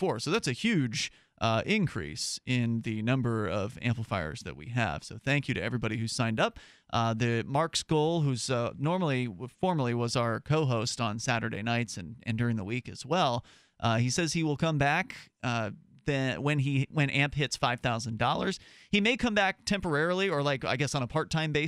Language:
English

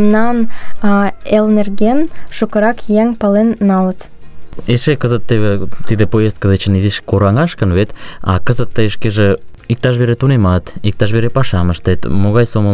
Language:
Mari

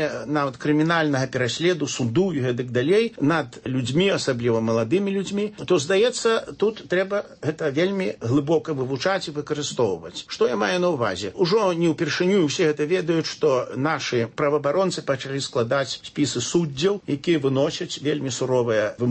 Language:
Belarusian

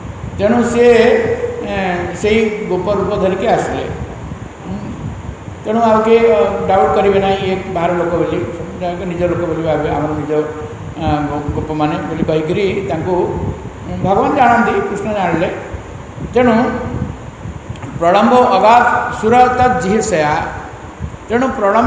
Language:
Odia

